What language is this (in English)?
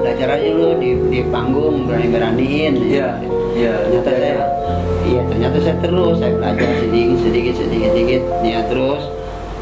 Betawi